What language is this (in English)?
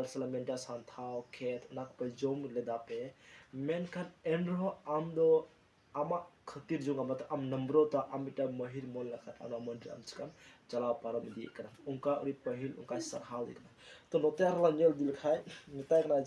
Santali